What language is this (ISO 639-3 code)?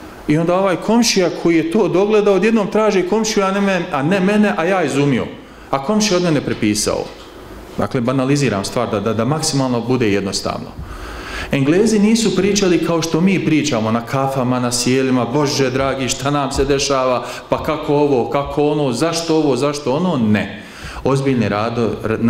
bos